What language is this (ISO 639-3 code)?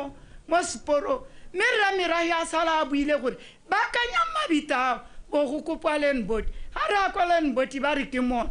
tsn